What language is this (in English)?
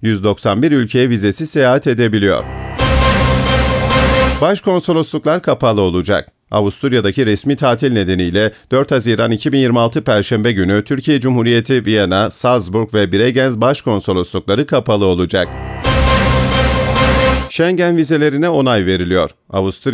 Turkish